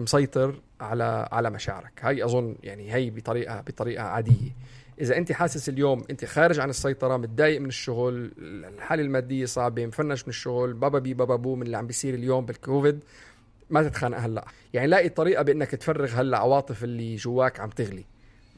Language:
North Levantine Arabic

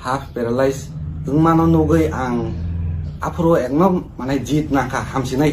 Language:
Kok Borok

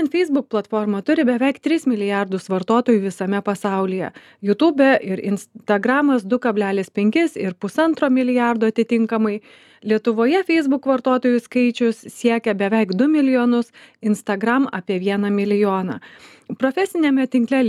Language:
Lithuanian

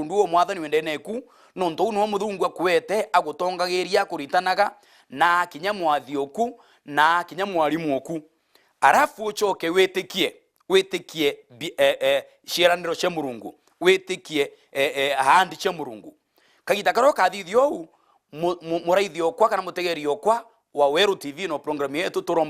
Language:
Meru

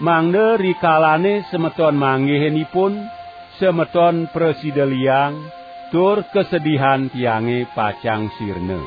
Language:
Balinese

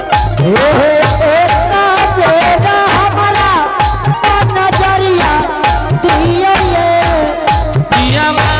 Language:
Angika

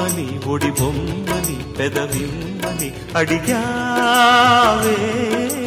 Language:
Telugu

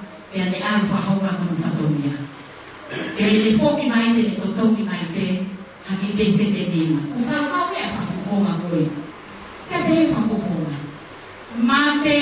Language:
Tongan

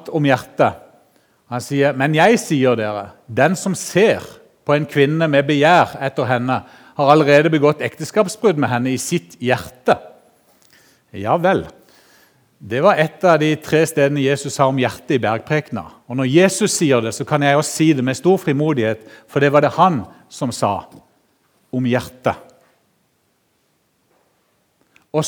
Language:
Norwegian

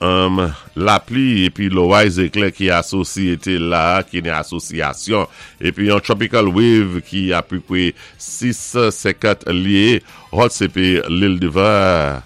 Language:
Saint Lucian Creole French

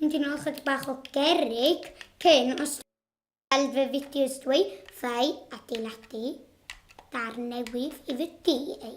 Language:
Welsh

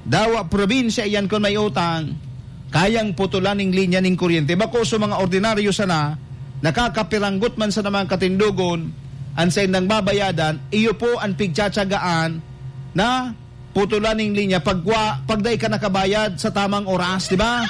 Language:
Bikol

